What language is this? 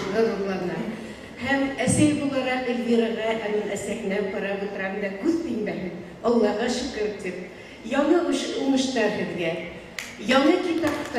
Bashkir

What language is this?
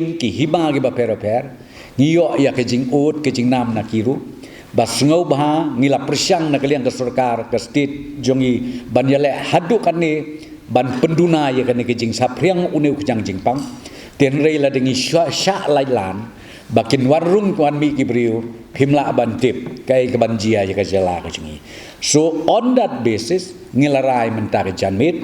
Khasi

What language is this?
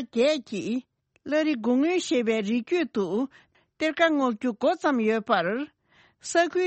Tibetan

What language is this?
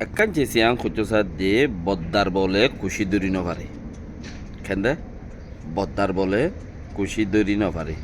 Rohingya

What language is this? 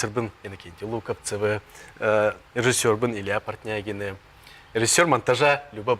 Yakut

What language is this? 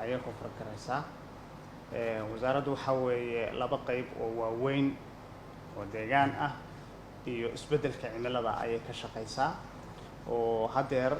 Somali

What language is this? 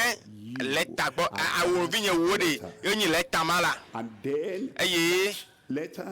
Ewe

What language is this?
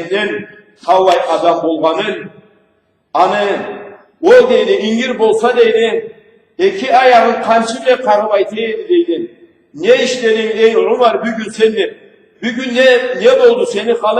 Karachay-Balkar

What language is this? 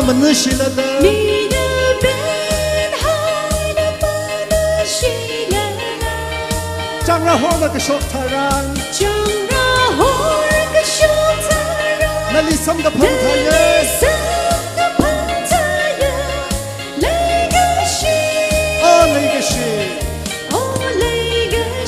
Tangkhul Naga (India)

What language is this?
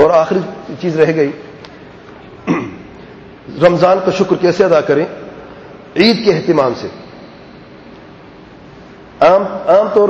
Urdu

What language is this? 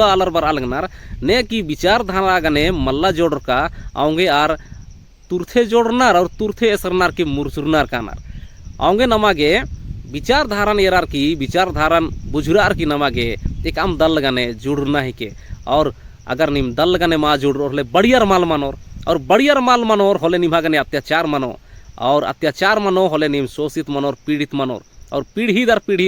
Kurukh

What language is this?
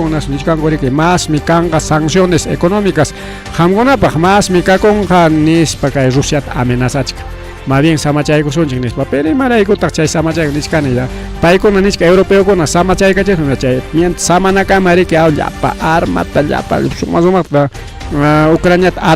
Ayacucho Quechua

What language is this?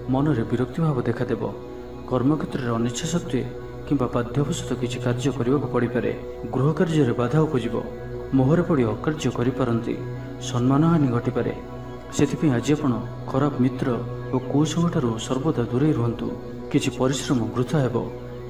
Odia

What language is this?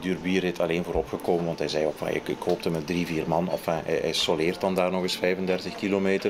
Dutch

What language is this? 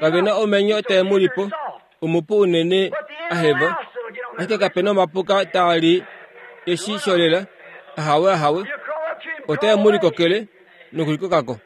Kuanyama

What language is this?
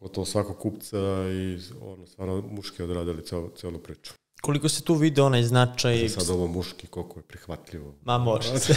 Serbian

